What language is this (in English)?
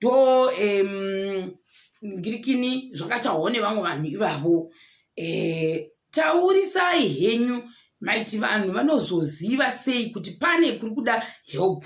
Shona